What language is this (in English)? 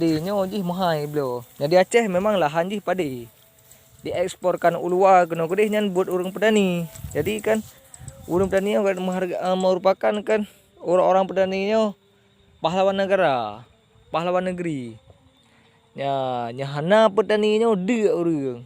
Achinese